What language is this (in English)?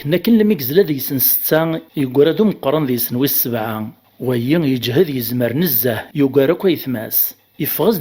Kabyle